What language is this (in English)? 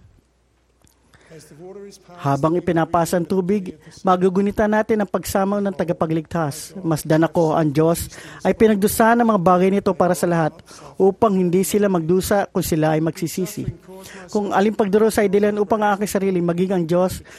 Filipino